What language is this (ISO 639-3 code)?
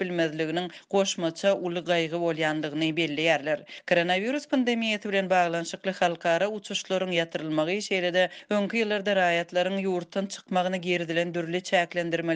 tuk